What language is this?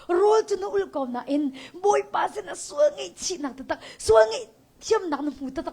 Hakha Chin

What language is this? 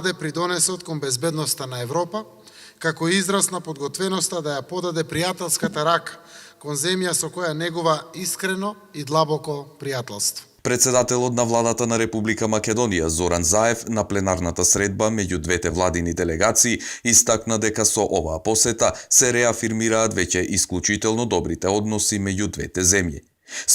Macedonian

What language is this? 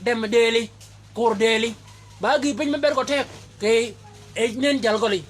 Shilluk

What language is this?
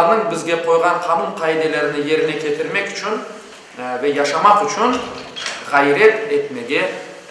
Crimean Tatar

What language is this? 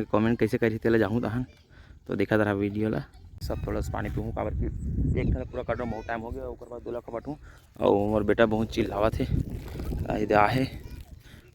Chhattisgarhi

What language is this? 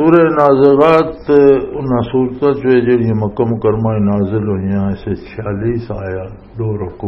Western Panjabi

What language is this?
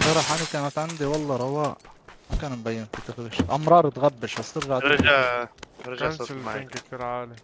North Levantine Arabic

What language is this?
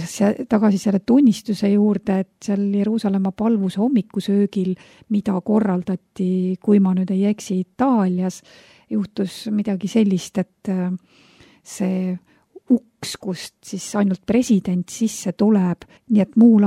Estonian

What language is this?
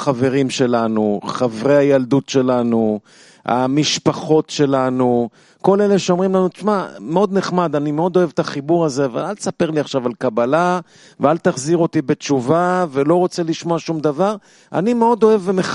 Hebrew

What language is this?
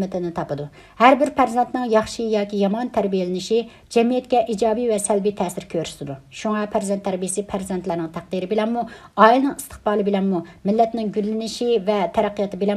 Uyghur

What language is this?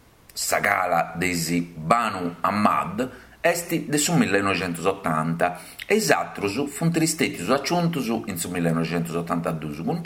Sardinian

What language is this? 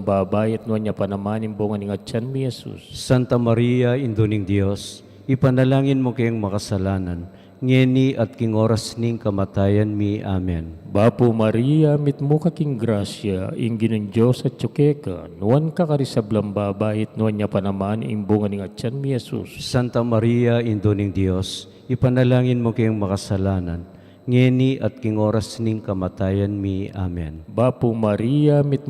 Pampanga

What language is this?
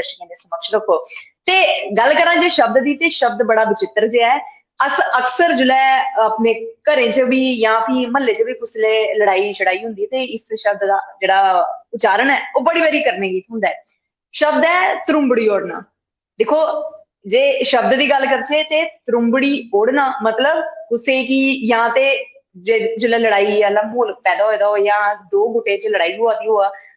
Dogri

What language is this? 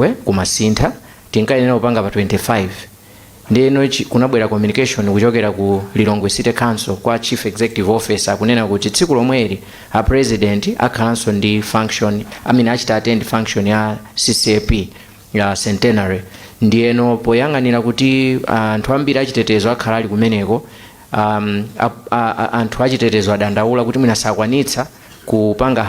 Nyanja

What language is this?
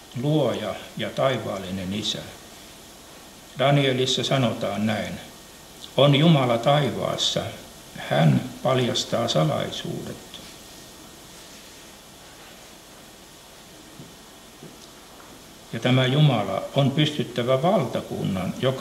Finnish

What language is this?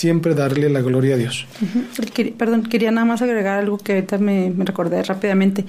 Spanish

